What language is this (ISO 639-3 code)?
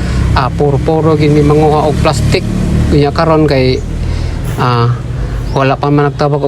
ceb